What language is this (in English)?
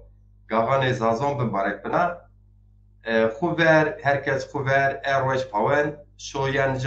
Zaza